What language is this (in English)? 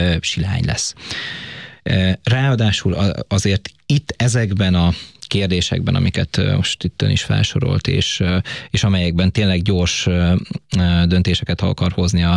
Hungarian